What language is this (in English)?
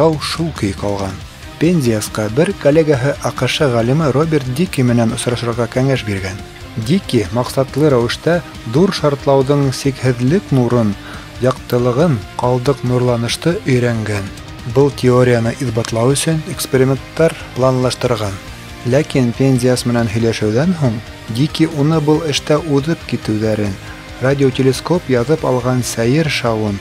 Bashkir